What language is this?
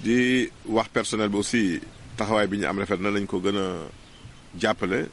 Wolof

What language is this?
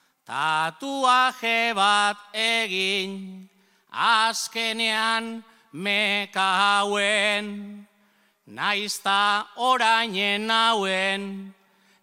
Basque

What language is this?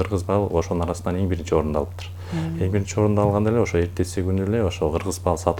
Kyrgyz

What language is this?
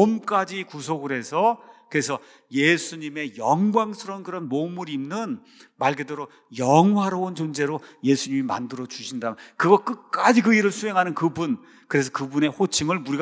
Korean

